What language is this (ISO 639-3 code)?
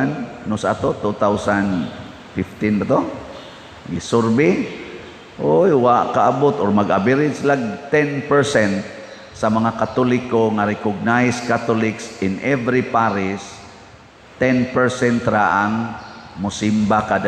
ceb